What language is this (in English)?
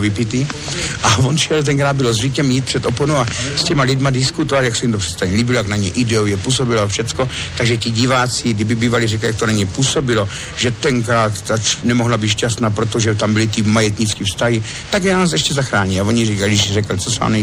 Czech